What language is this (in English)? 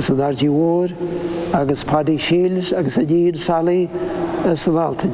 Irish